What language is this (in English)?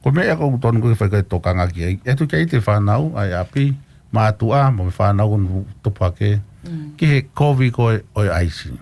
Tongan